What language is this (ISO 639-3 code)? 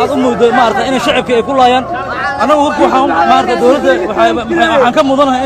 som